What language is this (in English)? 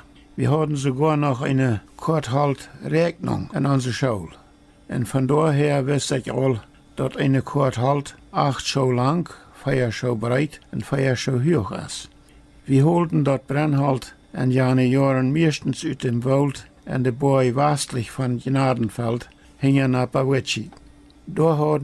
Plautdietsch